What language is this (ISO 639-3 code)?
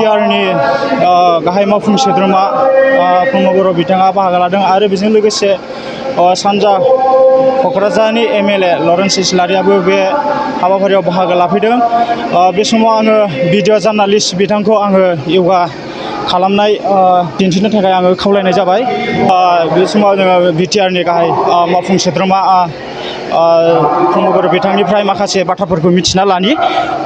brx